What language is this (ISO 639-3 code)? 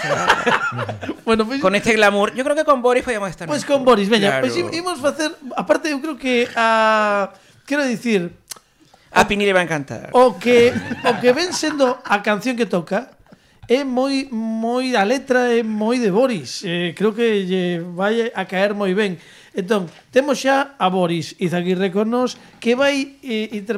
glg